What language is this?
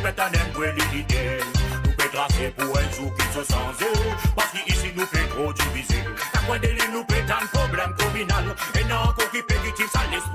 Morisyen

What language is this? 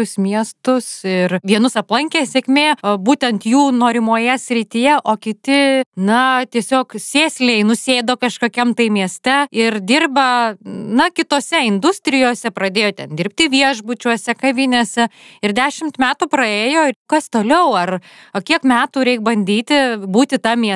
Lithuanian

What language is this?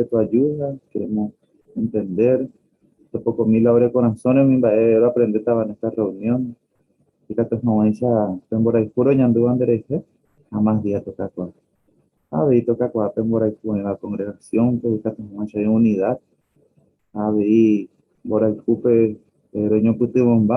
Guarani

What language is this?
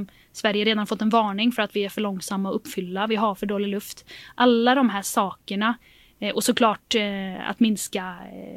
Swedish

